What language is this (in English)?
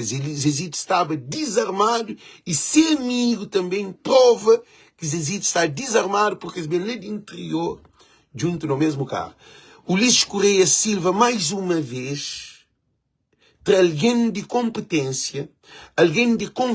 Kabuverdianu